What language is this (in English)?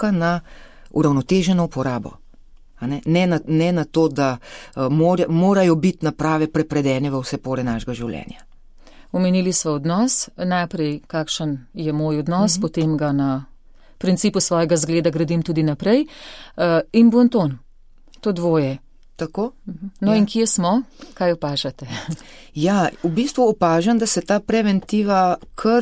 Slovenian